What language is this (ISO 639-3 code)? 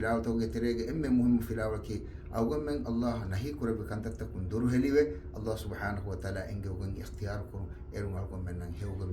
div